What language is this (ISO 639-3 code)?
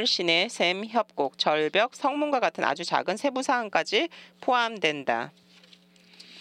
kor